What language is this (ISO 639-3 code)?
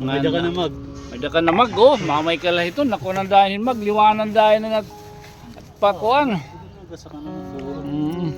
war